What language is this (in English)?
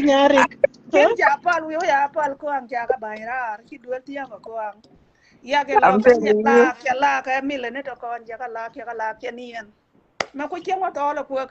Nuer